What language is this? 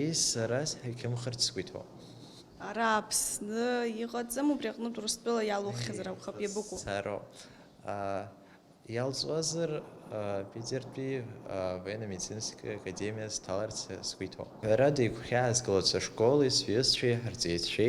Abkhazian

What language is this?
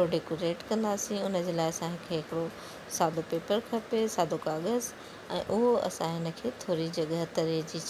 Sindhi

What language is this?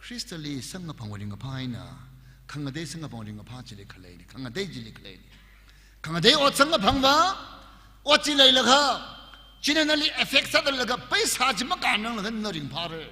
Tangkhul Naga (India)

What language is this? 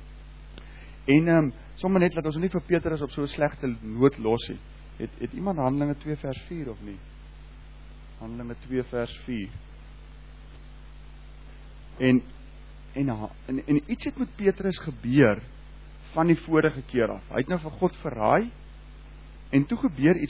Afrikaans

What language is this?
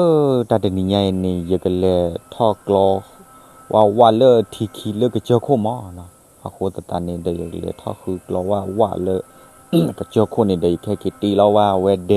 S'gaw Karen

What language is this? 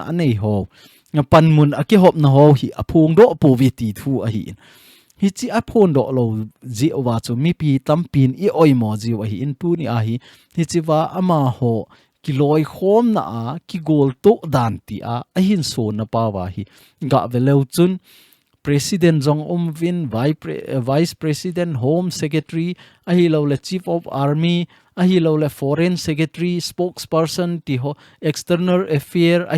Thado Chin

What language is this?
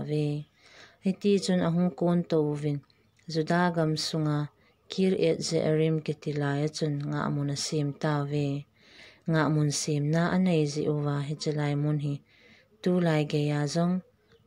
Thado Chin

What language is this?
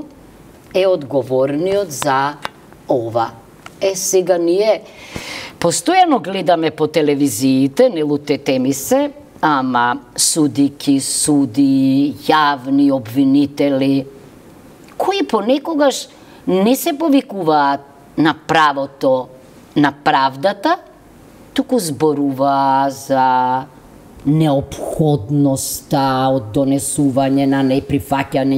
Macedonian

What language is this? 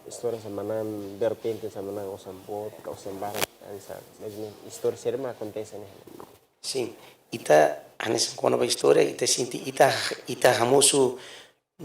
Tetum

